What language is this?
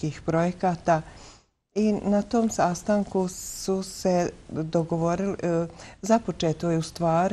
Bosnian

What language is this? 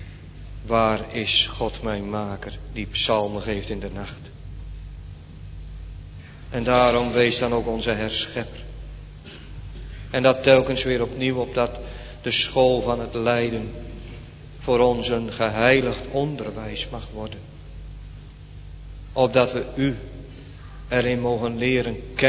Dutch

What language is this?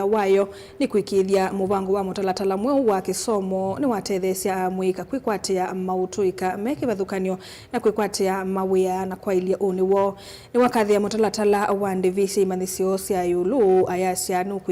Kamba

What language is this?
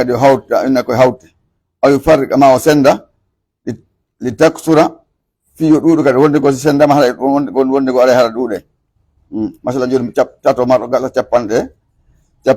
Pular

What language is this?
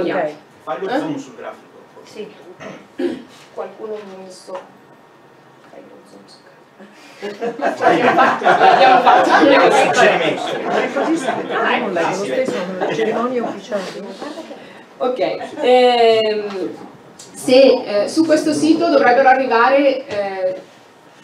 Italian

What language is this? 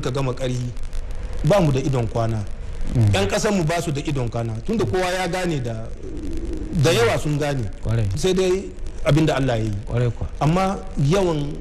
Hausa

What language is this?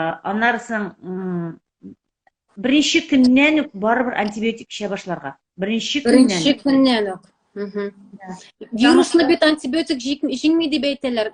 Tatar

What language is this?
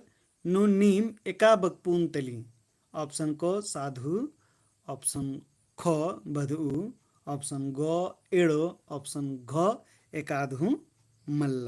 Kurukh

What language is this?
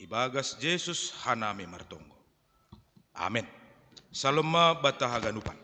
Batak Simalungun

